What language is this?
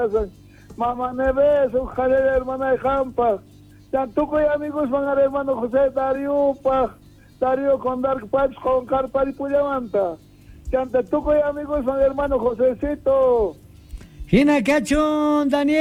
South Bolivian Quechua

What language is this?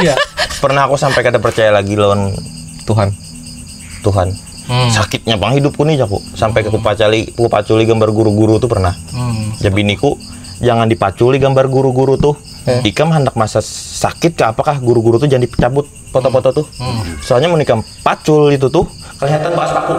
Banjar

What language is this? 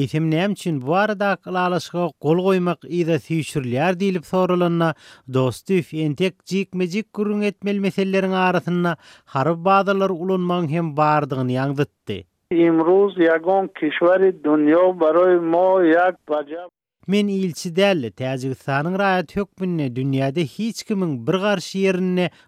Turkmen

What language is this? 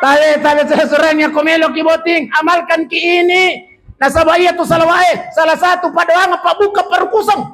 Buginese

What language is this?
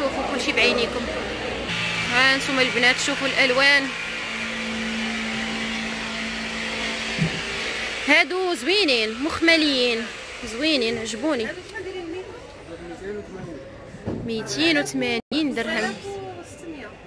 Moroccan Arabic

